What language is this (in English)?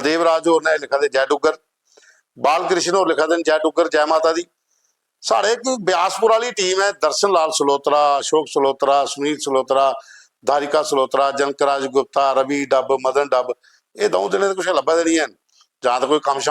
Dogri